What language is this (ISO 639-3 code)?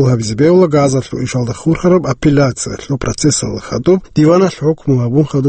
ava